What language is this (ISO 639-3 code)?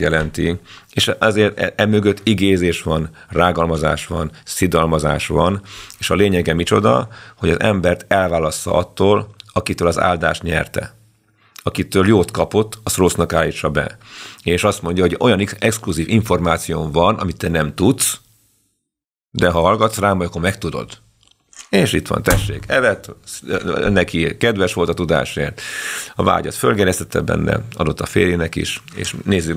hun